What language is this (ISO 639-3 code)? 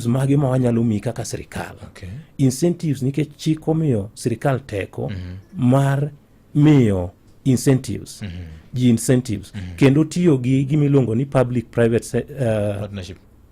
luo